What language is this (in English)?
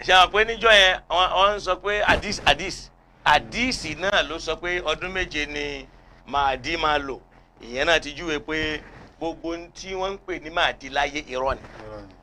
Yoruba